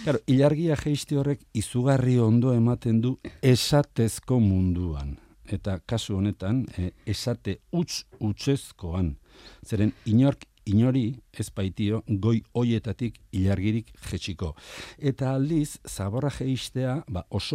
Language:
Basque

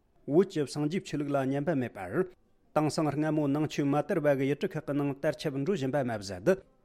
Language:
Tibetan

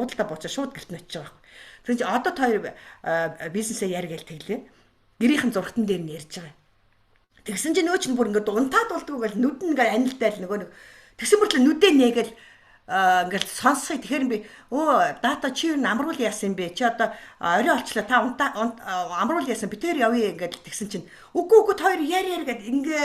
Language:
Mongolian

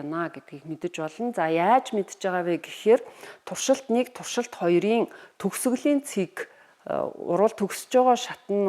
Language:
Mongolian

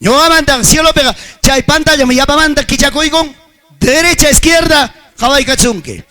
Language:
Ayacucho Quechua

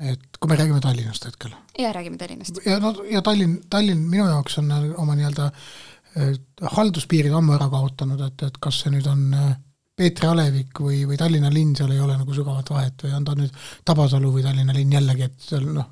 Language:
Estonian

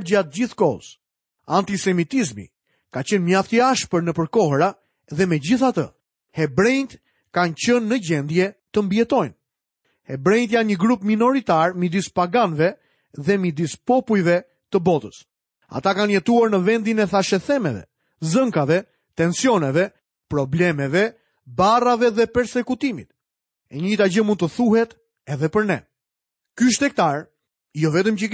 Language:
Albanian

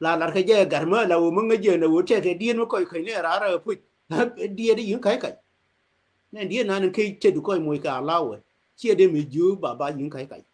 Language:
Nuer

